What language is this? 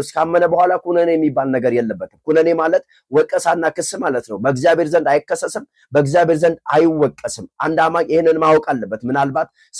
Amharic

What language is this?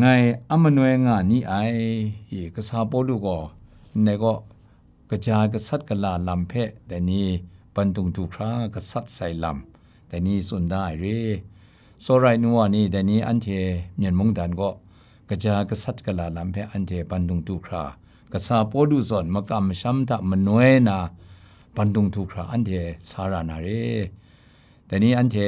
Kachin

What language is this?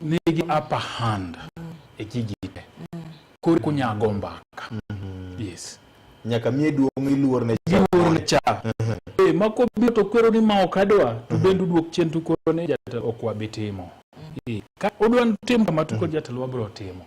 Luo (Kenya and Tanzania)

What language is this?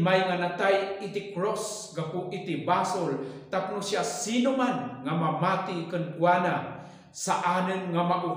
Iloko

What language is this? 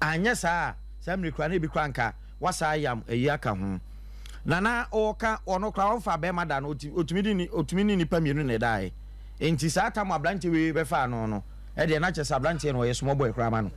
Akan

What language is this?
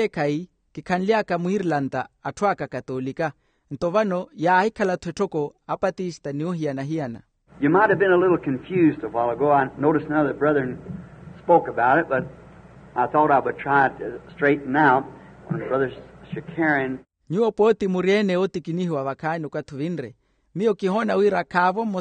Makhuwa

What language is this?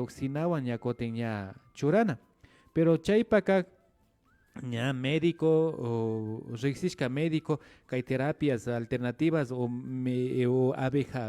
Imbabura Highland Quichua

